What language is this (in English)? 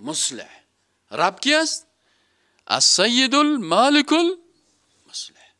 Persian